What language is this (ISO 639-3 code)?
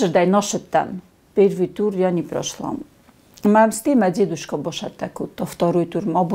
oss